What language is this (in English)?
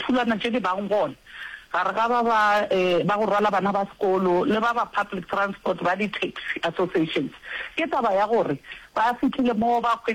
Northern Sotho